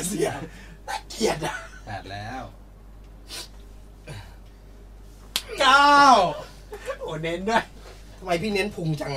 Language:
Thai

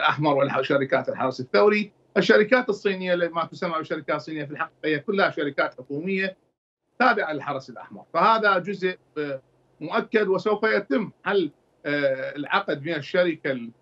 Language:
Mesopotamian Arabic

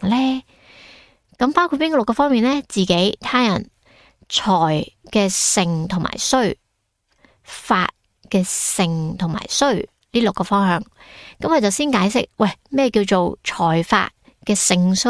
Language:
Cantonese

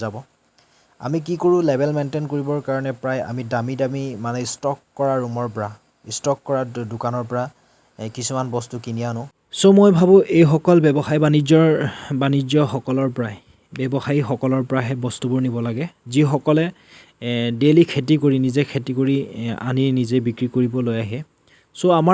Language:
Assamese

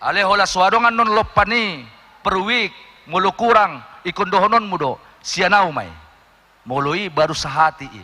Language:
Batak Toba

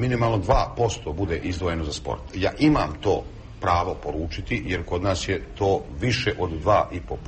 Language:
Bosnian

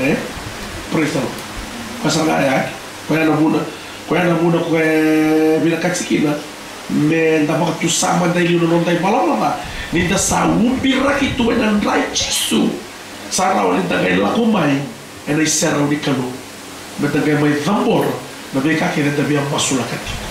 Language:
Fijian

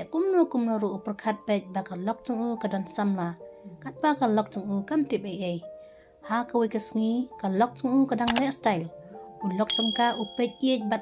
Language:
Khasi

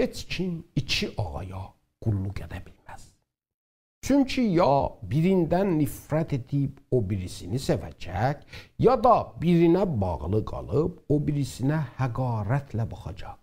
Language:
South Azerbaijani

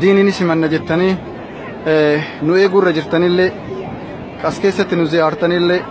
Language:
Oromo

